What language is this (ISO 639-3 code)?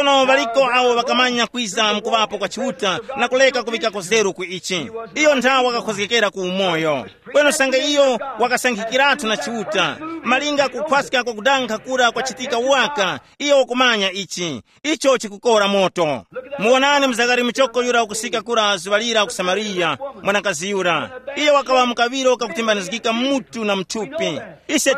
tum